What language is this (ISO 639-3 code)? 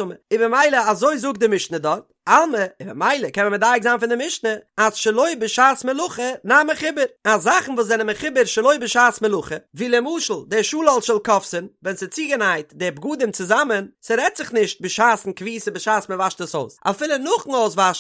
yid